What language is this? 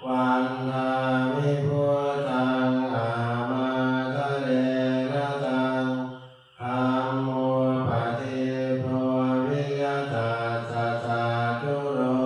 Pali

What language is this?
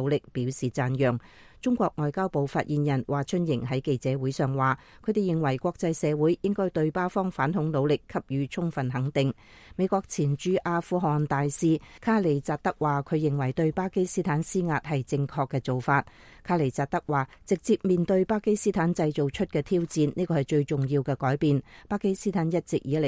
Cantonese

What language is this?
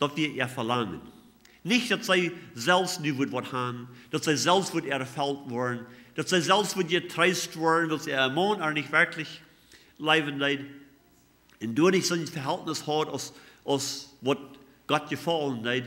Plautdietsch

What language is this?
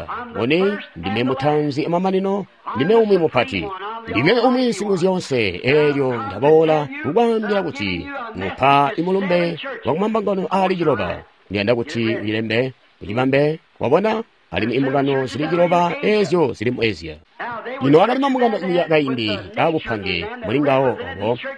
Tonga (Zambia)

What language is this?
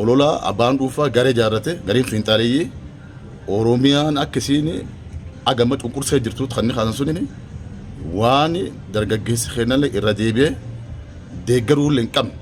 Oromo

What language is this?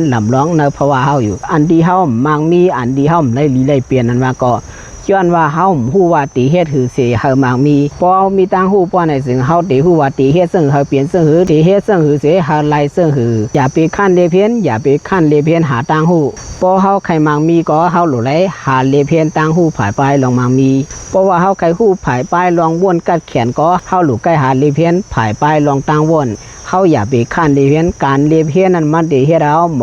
Shan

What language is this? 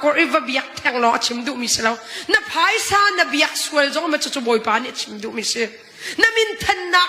Hakha Chin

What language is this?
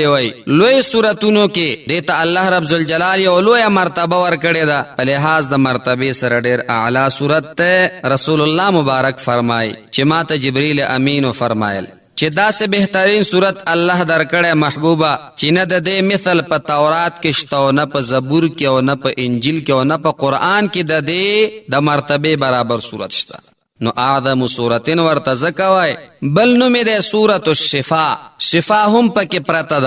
Pashto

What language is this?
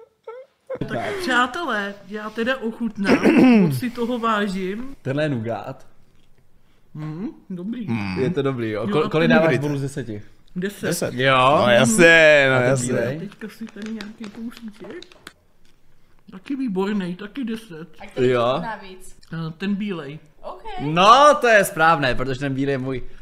Czech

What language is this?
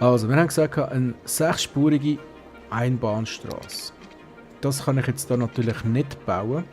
Swiss German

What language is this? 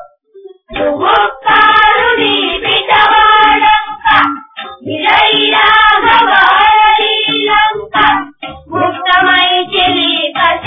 Marathi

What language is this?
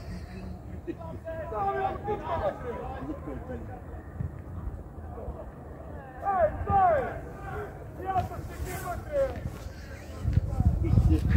Bulgarian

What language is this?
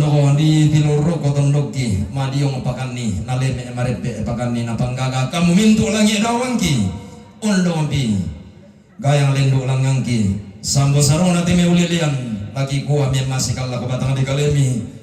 Toraja-Sa'dan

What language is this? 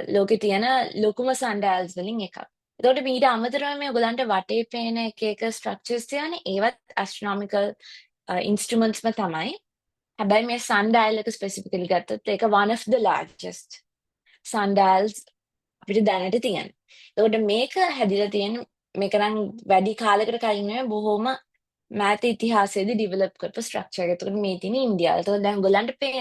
Sinhala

